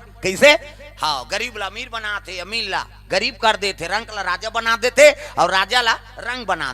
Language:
Chhattisgarhi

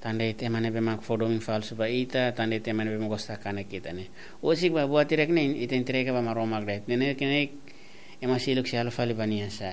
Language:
Tetum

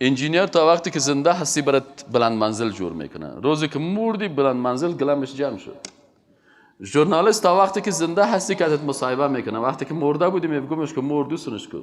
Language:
Persian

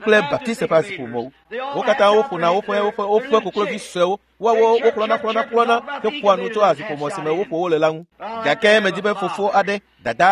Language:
Ewe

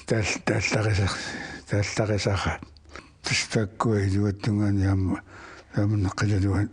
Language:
Kalaallisut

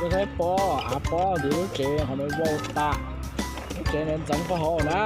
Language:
Hmong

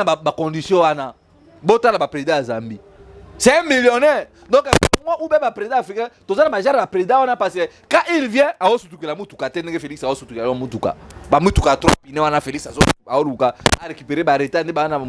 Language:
Lingala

